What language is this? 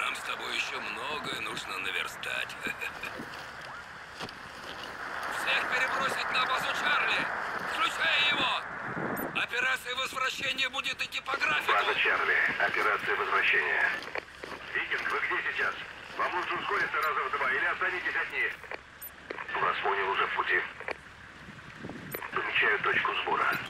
Russian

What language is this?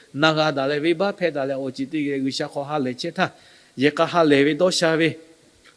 Lahu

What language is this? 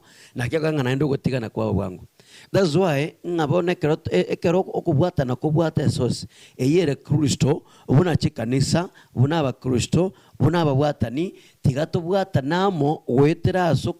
Gusii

